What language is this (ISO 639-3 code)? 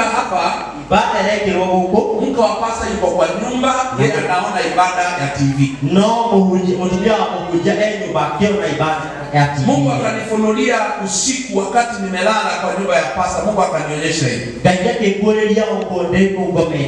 swa